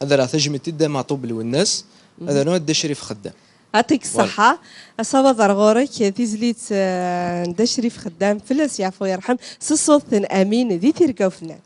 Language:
Kabyle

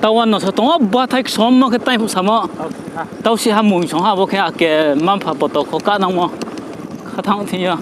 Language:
Riang (India)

